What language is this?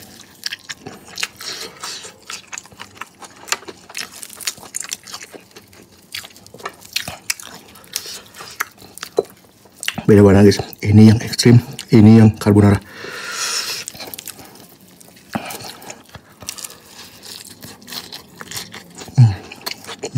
Indonesian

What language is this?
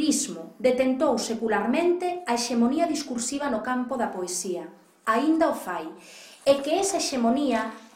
Galician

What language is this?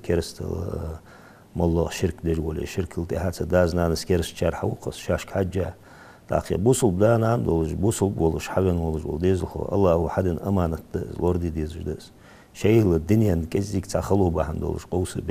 Ingush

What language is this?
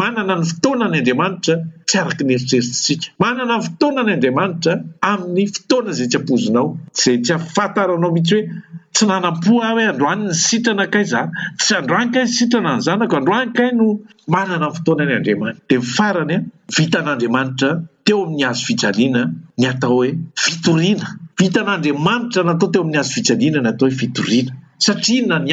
Malagasy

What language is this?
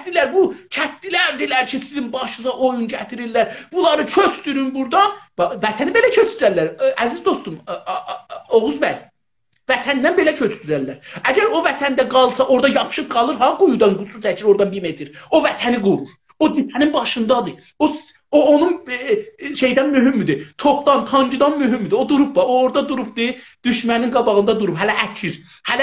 South Azerbaijani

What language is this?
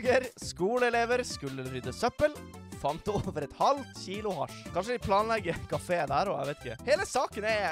Norwegian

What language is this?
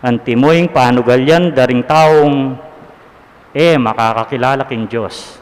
Pampanga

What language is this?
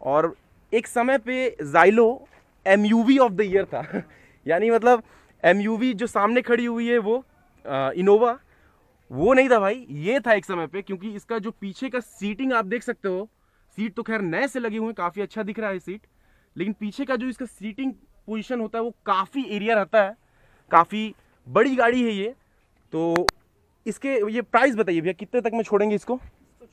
Hindi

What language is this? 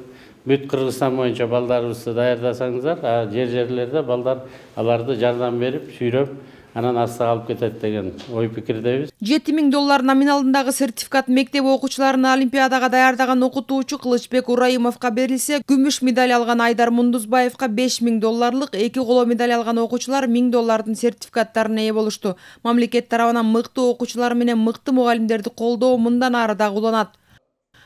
Kyrgyz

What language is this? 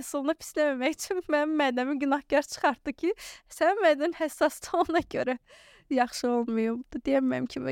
Azerbaijani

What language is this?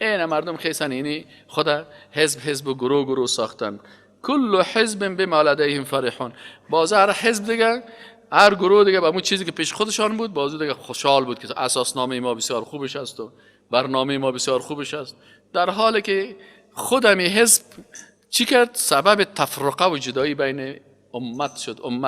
Persian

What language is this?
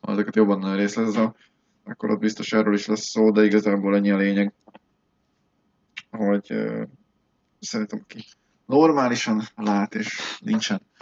Hungarian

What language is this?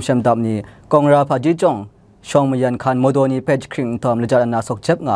Kachin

